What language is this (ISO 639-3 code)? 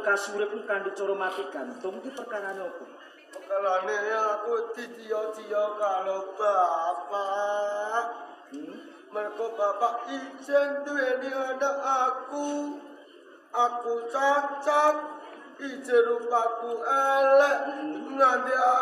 jav